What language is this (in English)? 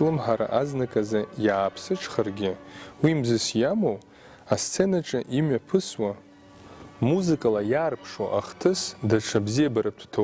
Abkhazian